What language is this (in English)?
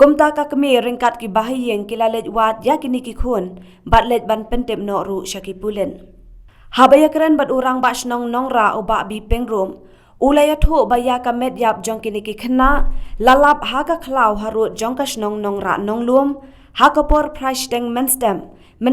Khasi